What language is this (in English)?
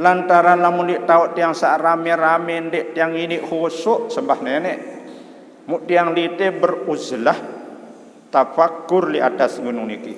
Sasak